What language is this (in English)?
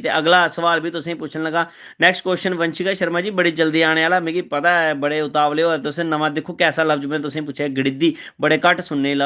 Dogri